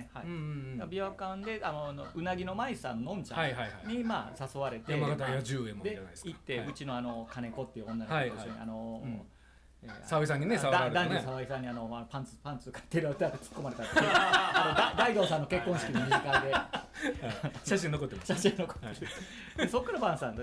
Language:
Japanese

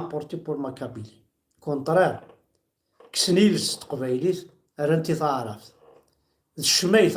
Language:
Kabyle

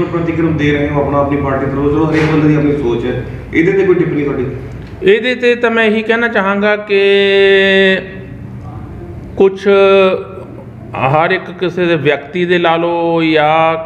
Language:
Punjabi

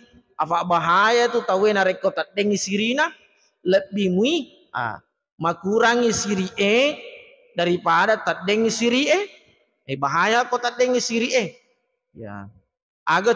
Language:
Buginese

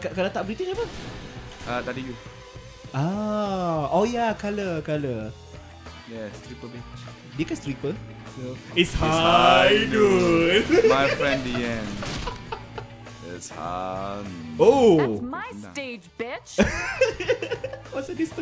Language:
Malay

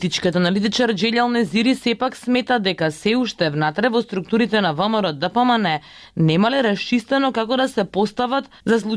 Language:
Macedonian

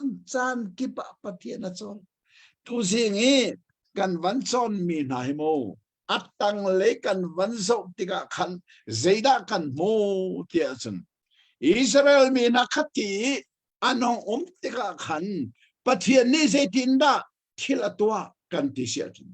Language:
Hakha Chin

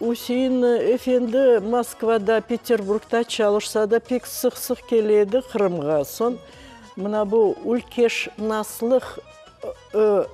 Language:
Crimean Tatar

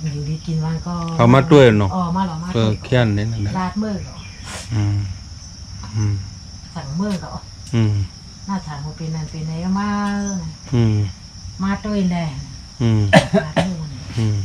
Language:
Shan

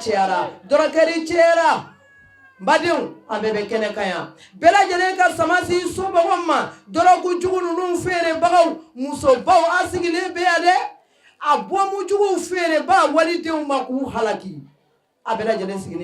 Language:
Bambara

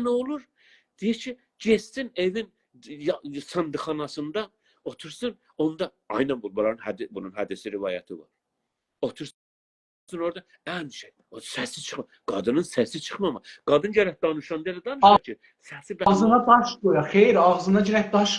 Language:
South Azerbaijani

